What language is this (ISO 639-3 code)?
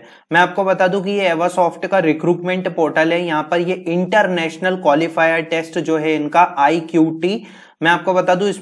hin